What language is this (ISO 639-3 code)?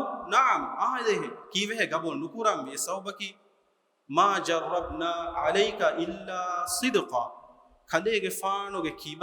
div